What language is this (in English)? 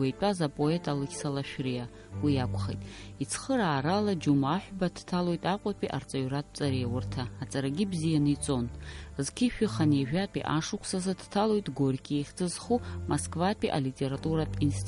Abkhazian